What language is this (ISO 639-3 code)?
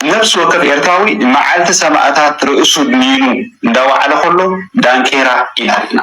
tir